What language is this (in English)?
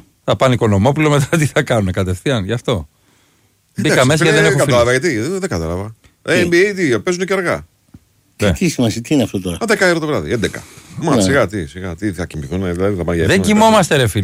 Greek